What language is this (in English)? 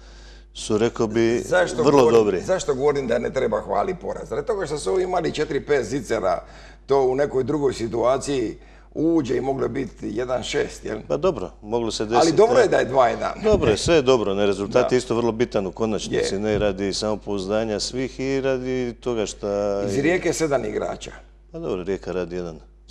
Croatian